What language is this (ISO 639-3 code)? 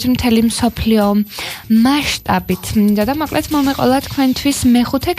kat